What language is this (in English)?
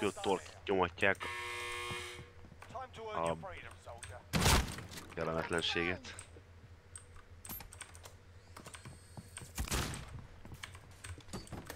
Hungarian